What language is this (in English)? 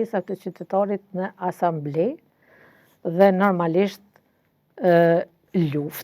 Albanian